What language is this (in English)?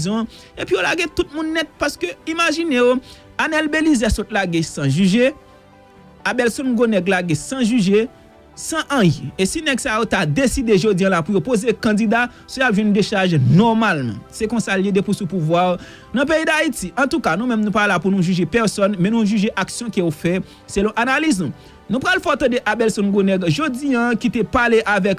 Haitian Creole